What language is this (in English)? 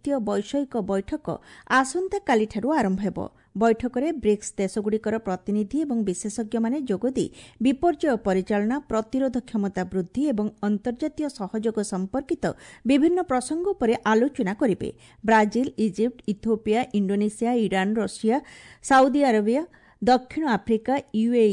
Odia